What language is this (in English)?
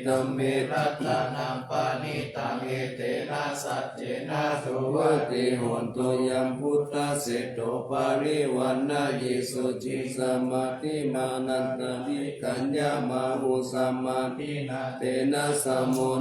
Pali